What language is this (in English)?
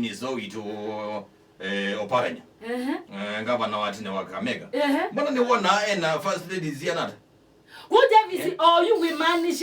Kamba